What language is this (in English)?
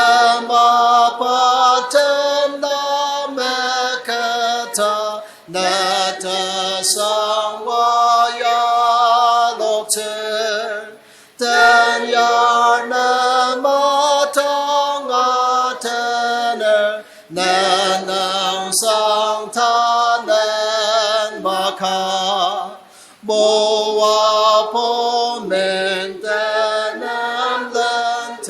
Ao Naga